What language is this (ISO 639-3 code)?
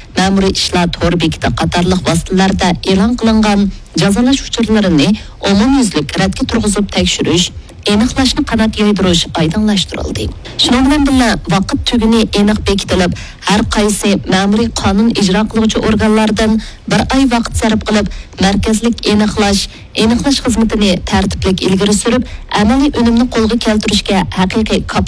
uig